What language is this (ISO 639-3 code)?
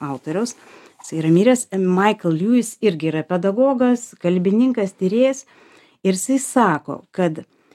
lit